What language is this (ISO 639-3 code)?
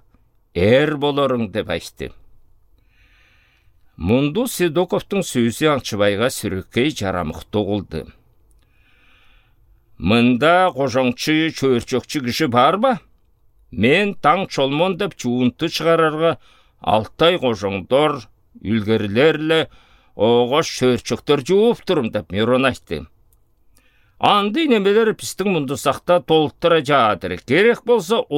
alt